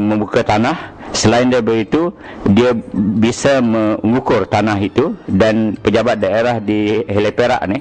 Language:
Banjar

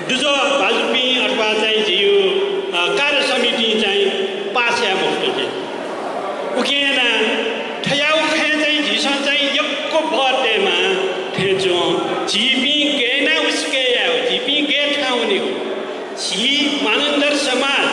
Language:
Newari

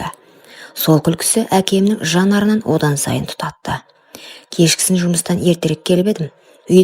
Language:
Kazakh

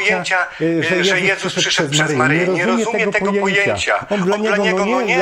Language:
Polish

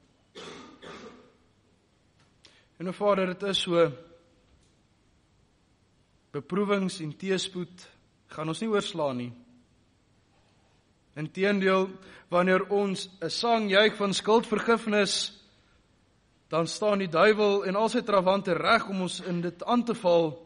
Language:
Afrikaans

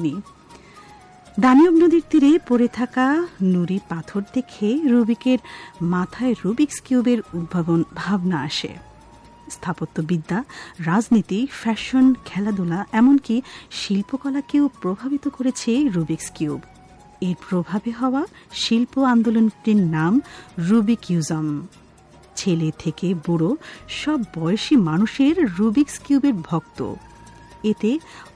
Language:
Bangla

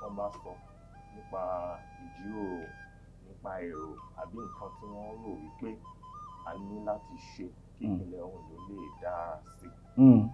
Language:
Yoruba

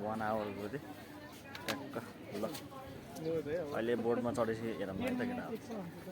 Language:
Nepali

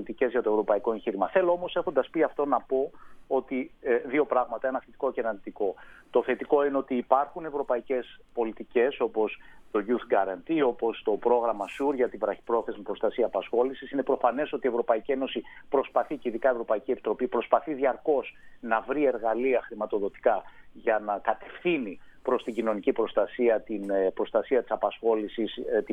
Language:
Greek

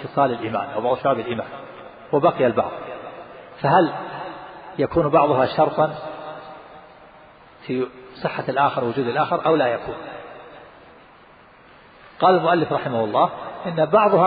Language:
Arabic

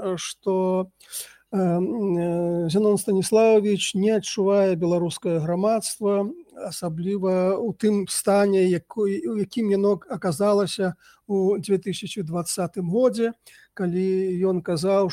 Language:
Belarusian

